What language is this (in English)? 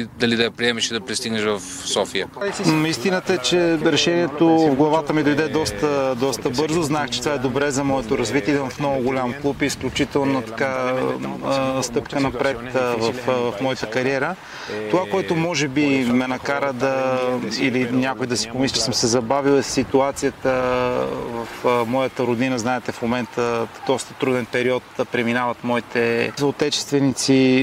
Bulgarian